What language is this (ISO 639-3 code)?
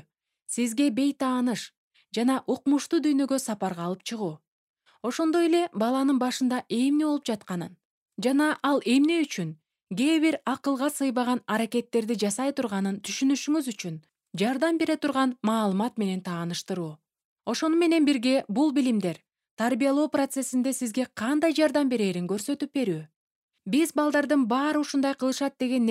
kir